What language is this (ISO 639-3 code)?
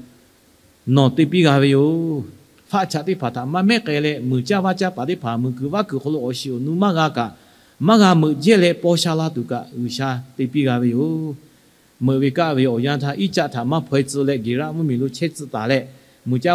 lhu